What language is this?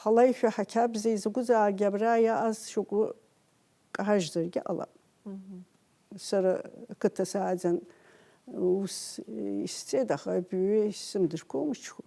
Abkhazian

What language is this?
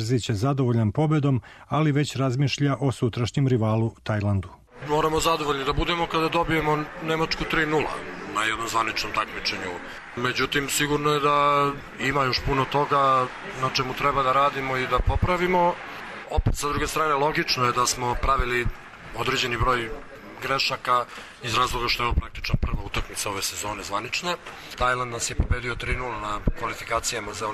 Serbian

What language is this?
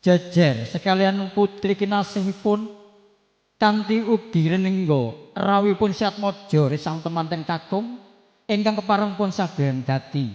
Javanese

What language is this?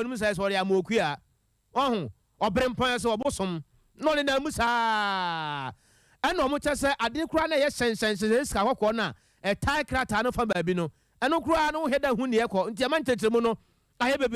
Akan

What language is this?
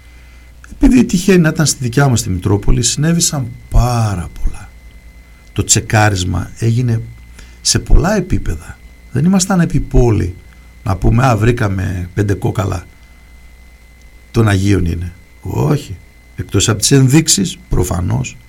Greek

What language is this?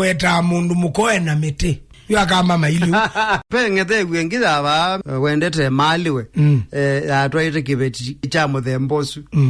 Kamba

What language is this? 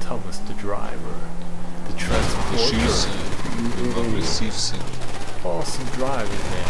Swiss German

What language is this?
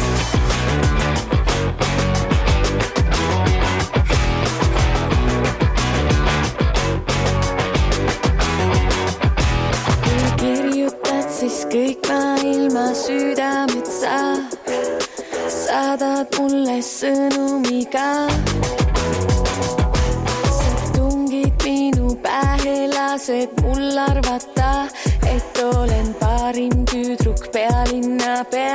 Estonian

